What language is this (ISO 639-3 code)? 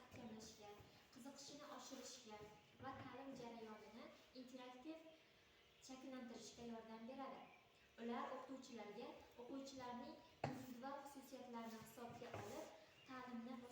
uzb